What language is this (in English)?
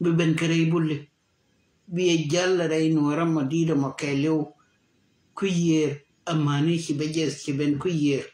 Nuer